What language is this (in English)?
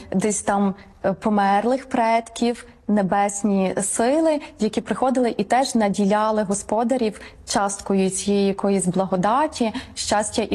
Ukrainian